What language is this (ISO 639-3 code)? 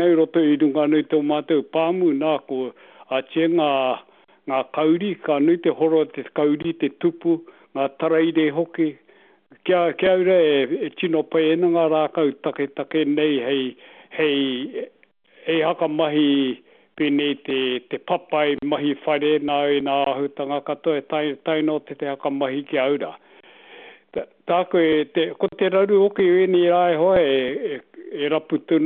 mri